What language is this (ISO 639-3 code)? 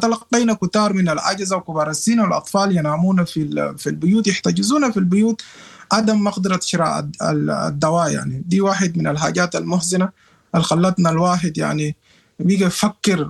apd